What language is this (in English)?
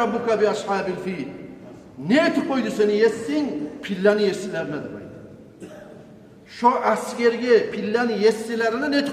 Kumyk